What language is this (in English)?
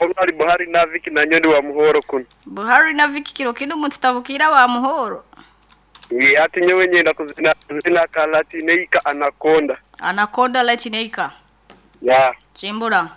Nyankole